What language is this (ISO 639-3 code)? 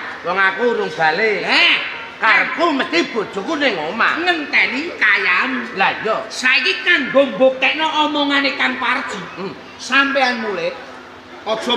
jav